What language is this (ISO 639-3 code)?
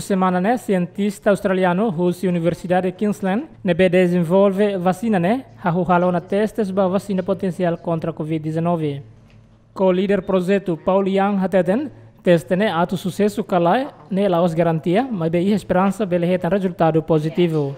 tet